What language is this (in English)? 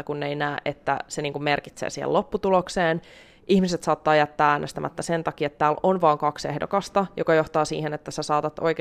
Finnish